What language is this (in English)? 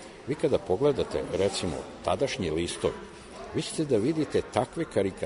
Serbian